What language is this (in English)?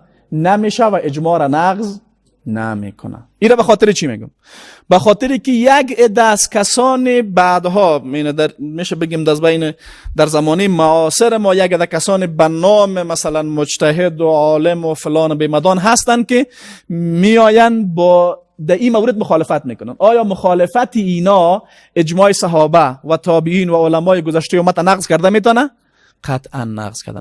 Persian